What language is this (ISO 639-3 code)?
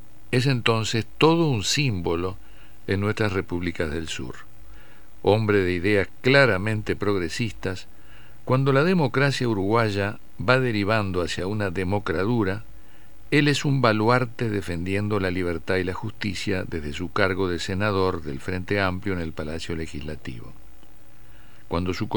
spa